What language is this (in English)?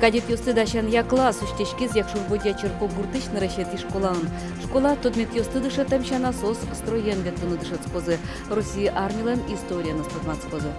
Udmurt